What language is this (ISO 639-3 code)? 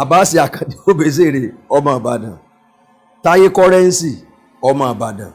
yor